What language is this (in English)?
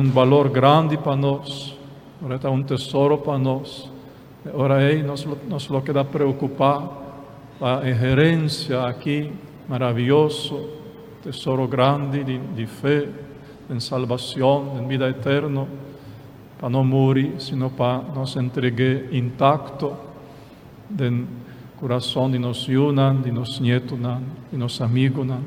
Papiamento